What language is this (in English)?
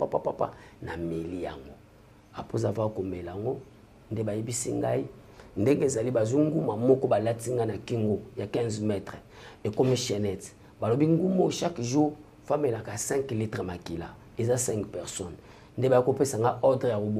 Lingala